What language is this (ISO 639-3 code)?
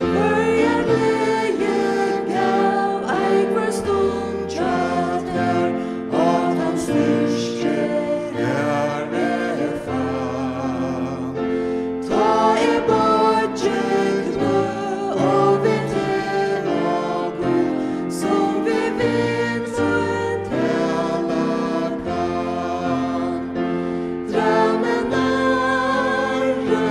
fao